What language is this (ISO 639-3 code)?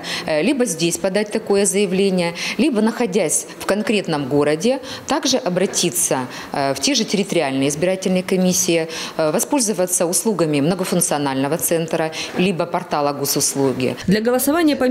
rus